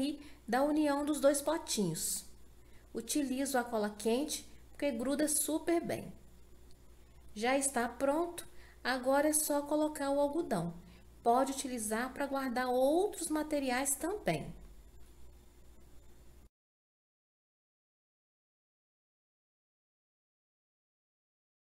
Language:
Portuguese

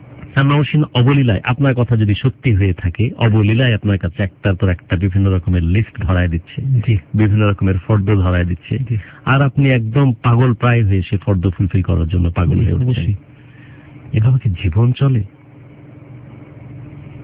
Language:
Bangla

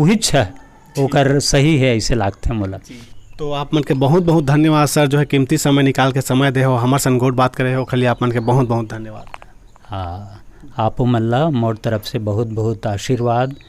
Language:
Chhattisgarhi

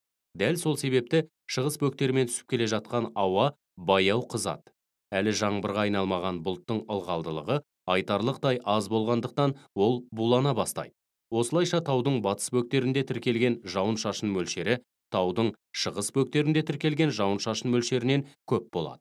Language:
Kazakh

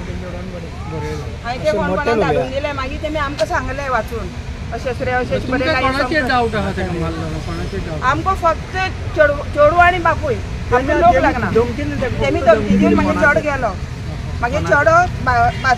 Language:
Konkani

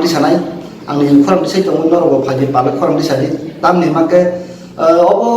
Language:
Kok Borok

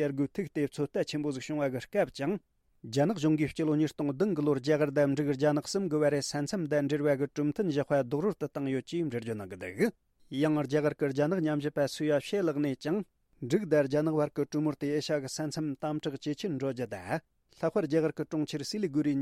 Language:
Tibetan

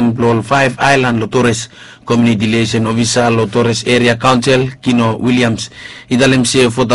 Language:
Bislama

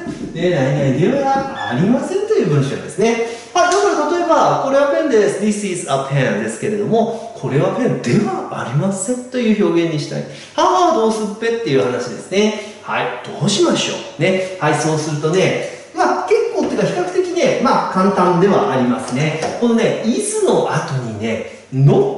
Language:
Japanese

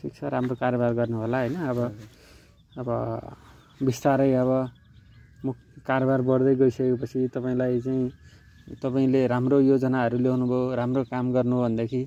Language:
Nepali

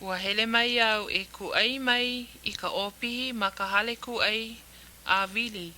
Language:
Hawaiian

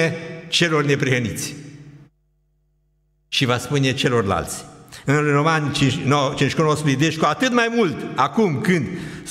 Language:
Romanian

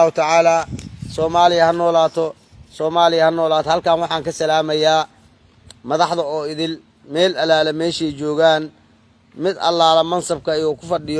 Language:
Somali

